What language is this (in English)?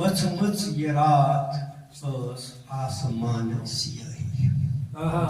Kashmiri